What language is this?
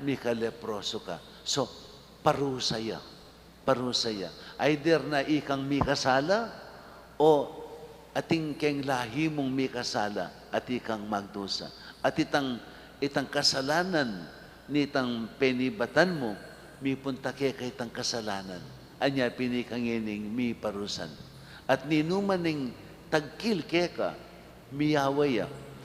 Pampanga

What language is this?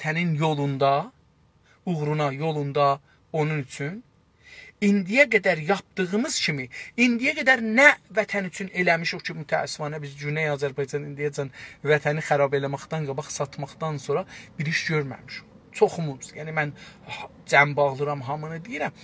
South Azerbaijani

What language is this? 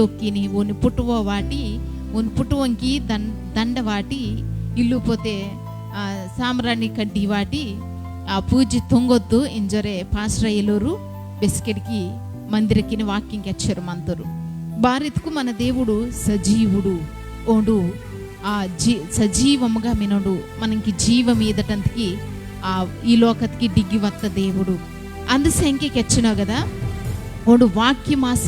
Koya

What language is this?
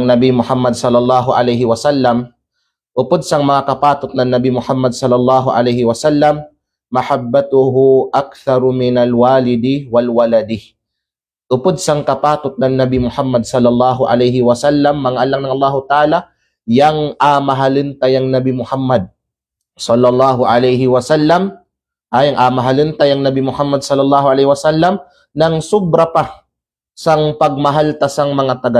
Kalagan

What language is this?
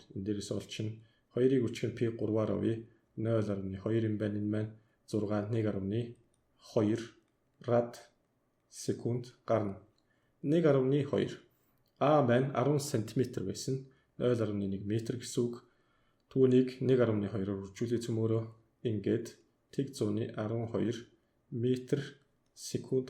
Mongolian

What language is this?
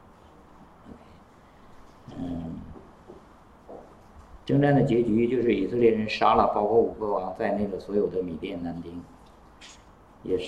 Chinese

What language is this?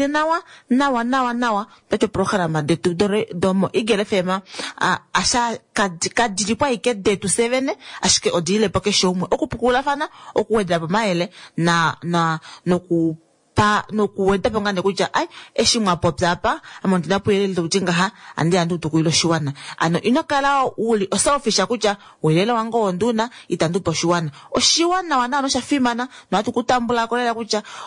Kuanyama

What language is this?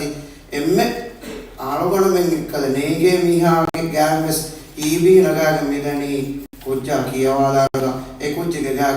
Divehi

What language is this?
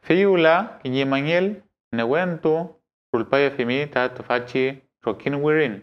Mapuche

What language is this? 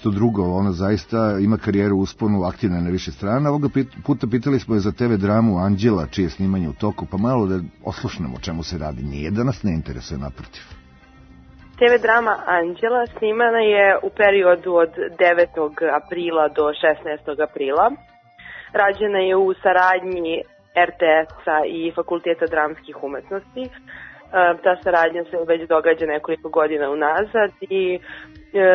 Serbian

